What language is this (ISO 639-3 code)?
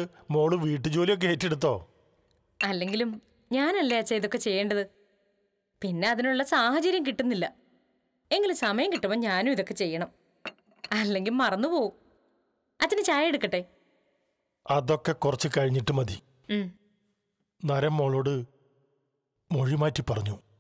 mal